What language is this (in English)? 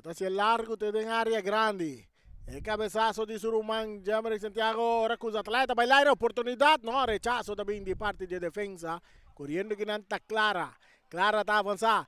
Papiamento